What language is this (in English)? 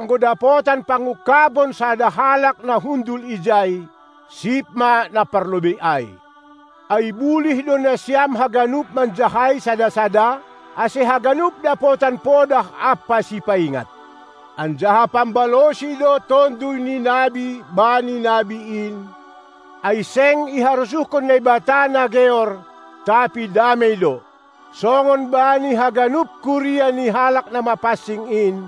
Batak Simalungun